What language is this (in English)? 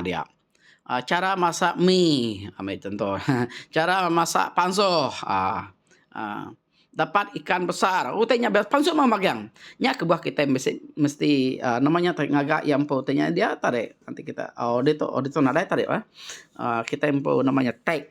Iban